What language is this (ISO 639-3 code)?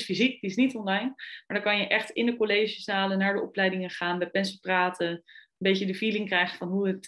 nld